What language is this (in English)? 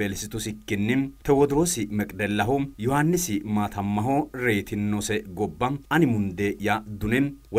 Sidamo